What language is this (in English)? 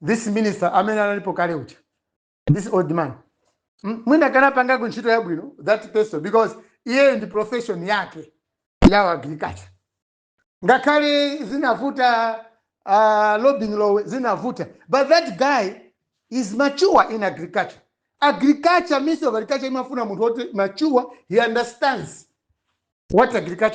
Nyanja